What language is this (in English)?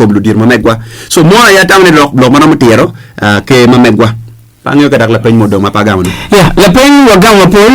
Acoli